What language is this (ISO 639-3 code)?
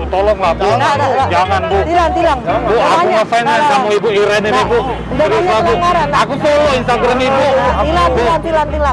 mui